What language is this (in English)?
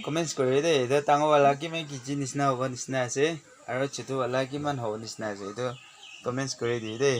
Naga Pidgin